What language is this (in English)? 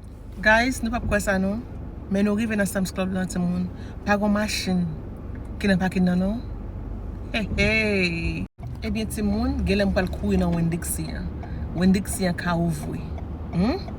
Haitian Creole